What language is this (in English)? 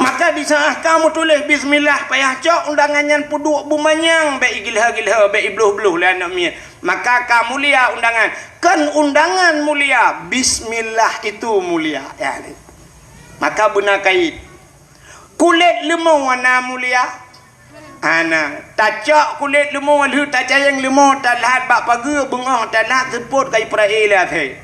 Achinese